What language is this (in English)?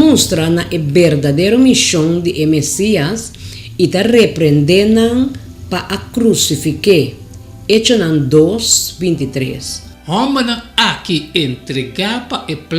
Papiamento